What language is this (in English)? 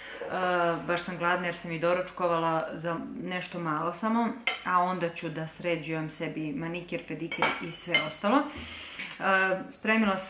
Serbian